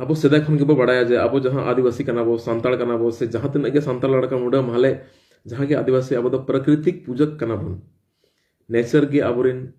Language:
Santali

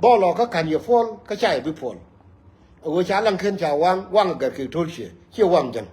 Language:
Nuer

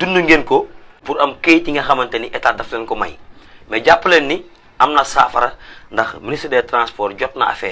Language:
Wolof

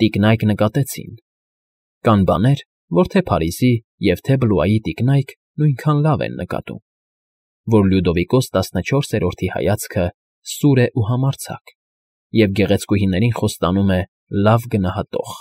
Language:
Armenian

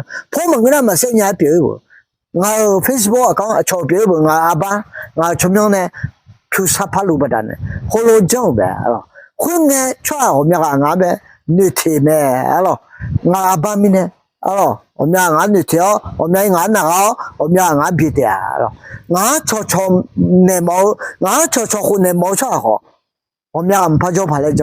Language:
Akha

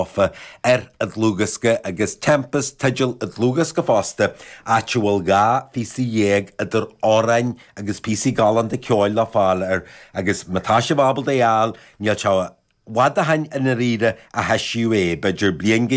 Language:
Irish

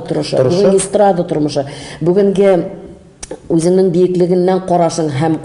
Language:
Tatar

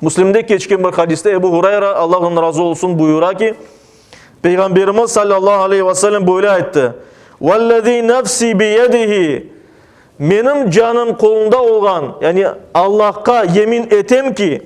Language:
Crimean Tatar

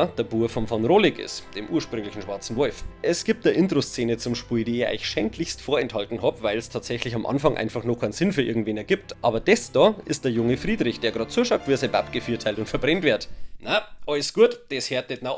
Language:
Bavarian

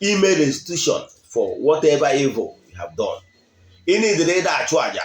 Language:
Igbo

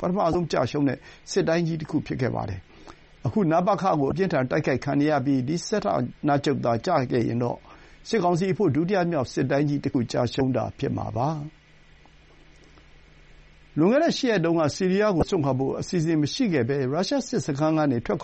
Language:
Burmese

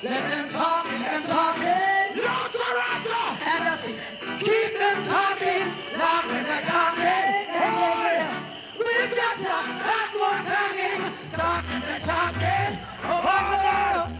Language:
Jamaican Creole English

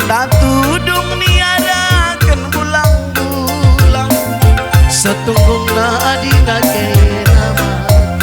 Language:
Batak Karo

